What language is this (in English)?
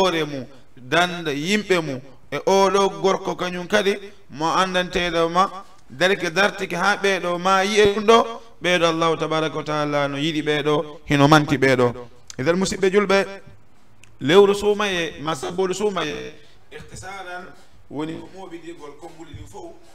Fula